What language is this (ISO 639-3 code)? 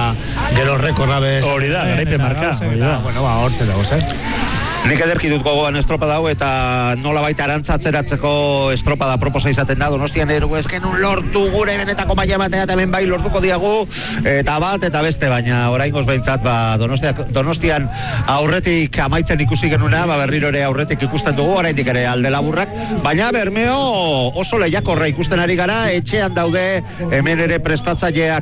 eus